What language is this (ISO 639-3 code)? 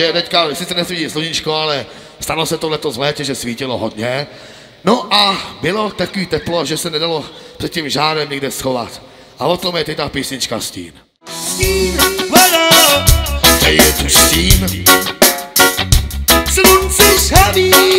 ces